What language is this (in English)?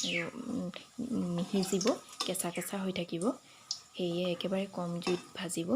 Assamese